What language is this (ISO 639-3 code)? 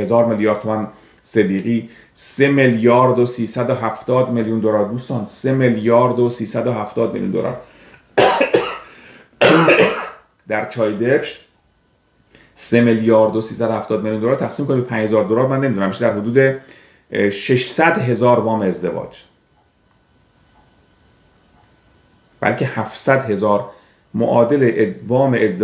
fas